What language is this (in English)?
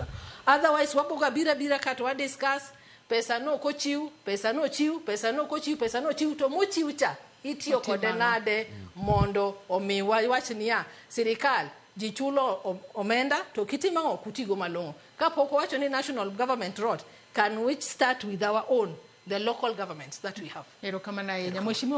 Luo (Kenya and Tanzania)